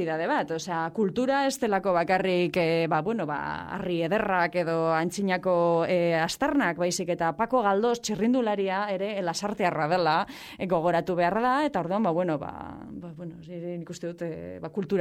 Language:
Basque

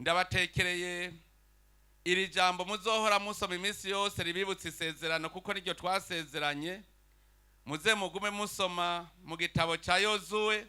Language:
Rundi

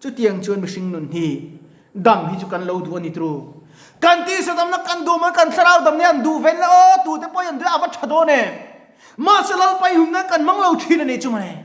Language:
Mizo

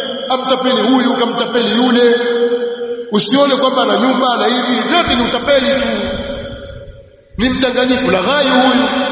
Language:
Swahili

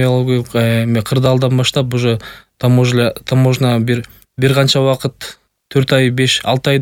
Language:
Kyrgyz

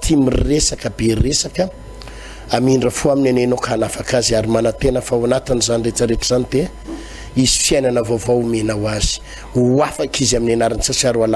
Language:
Malagasy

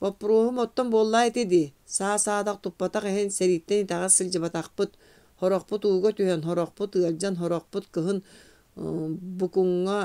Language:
Yakut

